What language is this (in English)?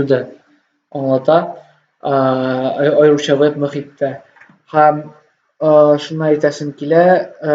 Tatar